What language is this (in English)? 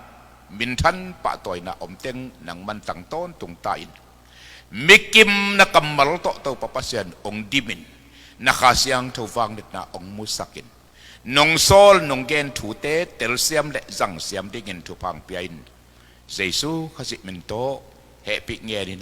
Tedim Chin